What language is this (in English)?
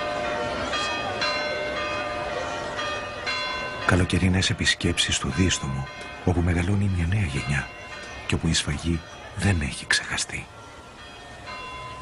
Greek